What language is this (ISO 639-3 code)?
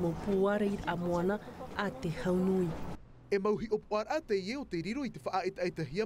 tah